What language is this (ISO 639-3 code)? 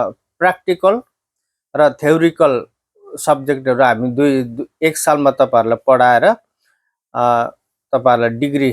nep